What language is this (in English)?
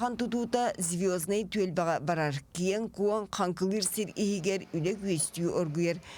Yakut